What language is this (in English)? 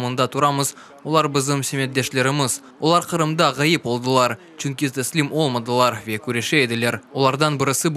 Crimean Tatar